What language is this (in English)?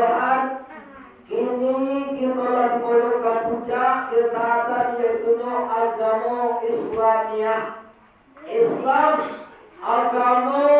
Minangkabau